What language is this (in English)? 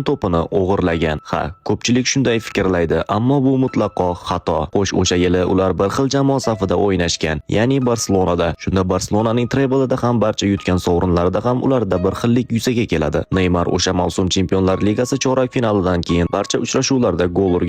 Uzbek